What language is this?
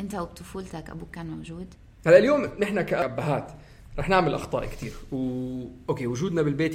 North Levantine Arabic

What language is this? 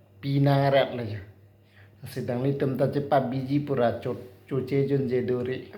Karbi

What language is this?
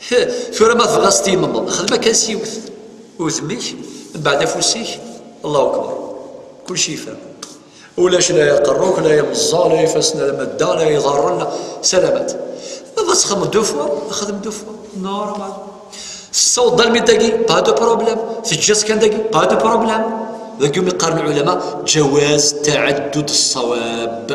Kabyle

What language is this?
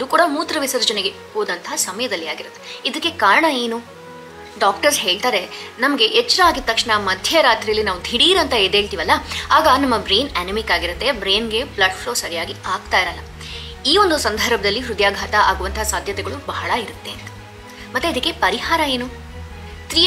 Kannada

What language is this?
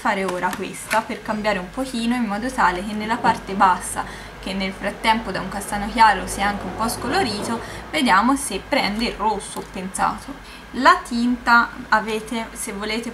Italian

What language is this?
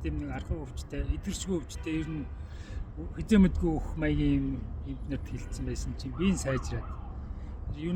Mongolian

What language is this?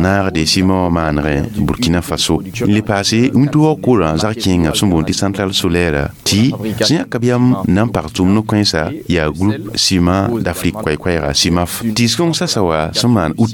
Mossi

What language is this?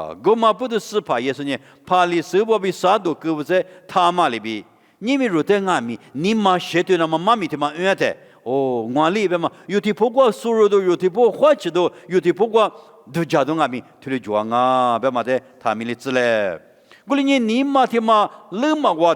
Lisu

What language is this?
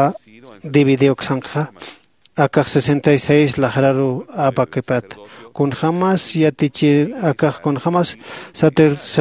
Aymara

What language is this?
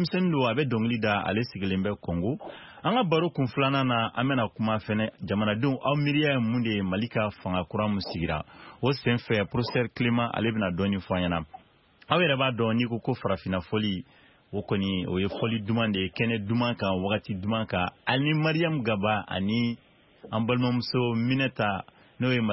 Bambara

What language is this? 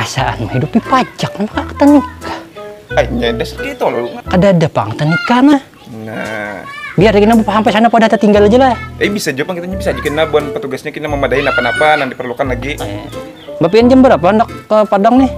Banjar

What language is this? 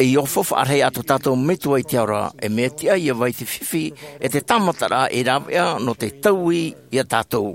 Tahitian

